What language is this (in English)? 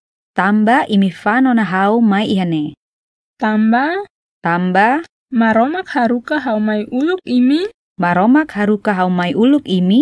Tetum